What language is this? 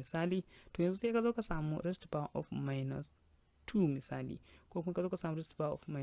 Hausa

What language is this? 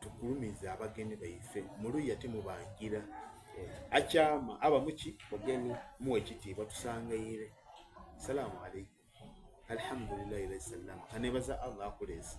Soga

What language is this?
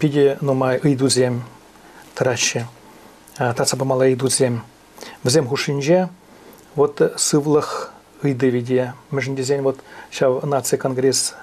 Chuvash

